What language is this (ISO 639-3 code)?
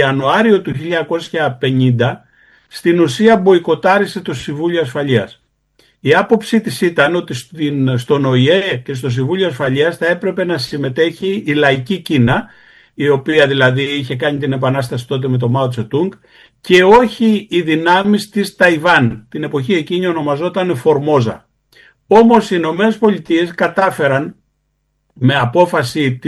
ell